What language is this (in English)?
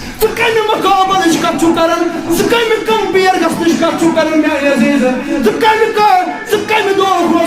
Kashmiri